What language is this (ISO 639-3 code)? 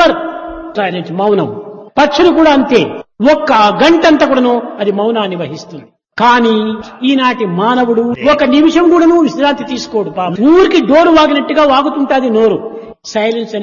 tel